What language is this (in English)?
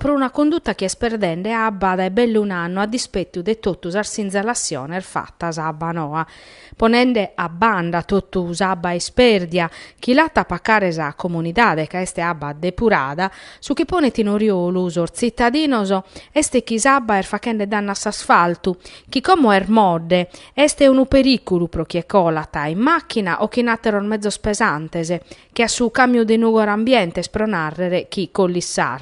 Sardinian